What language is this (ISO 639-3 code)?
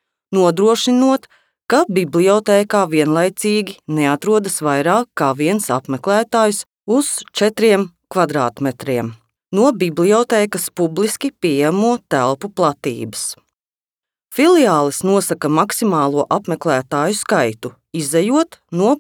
lav